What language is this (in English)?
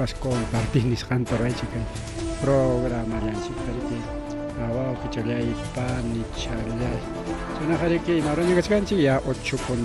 Ayacucho Quechua